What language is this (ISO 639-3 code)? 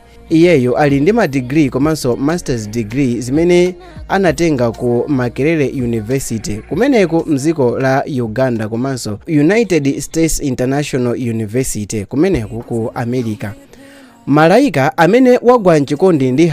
nya